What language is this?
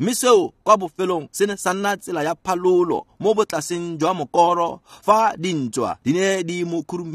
Tswana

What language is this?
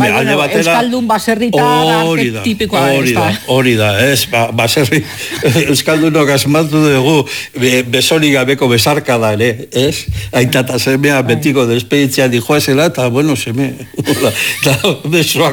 Basque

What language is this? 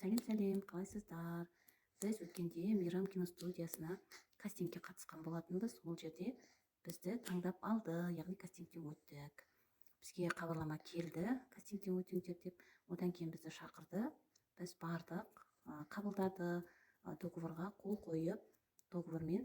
Kazakh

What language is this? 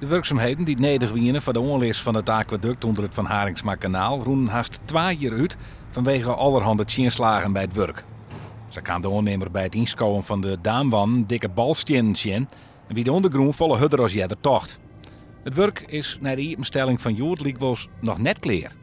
Western Frisian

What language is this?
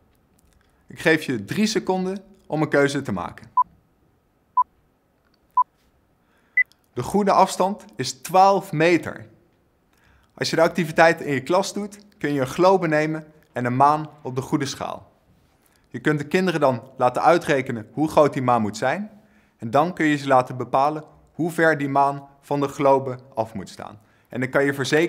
Dutch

